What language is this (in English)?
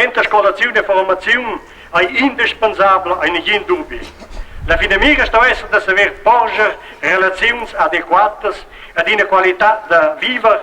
Romansh